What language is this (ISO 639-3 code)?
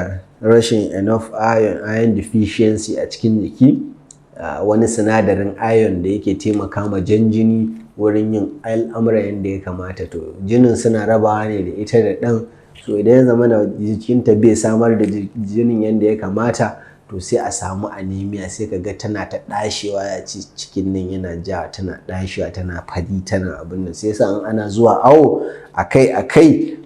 hau